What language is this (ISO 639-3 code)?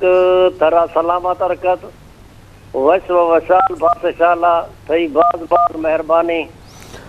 bgp